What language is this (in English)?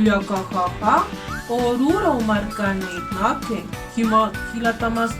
Aymara